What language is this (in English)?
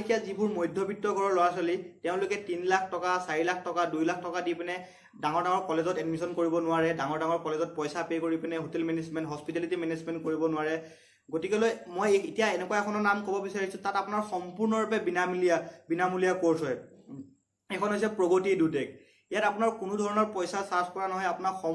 Assamese